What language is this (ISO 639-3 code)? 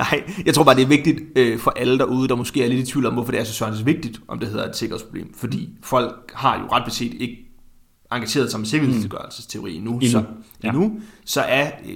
dan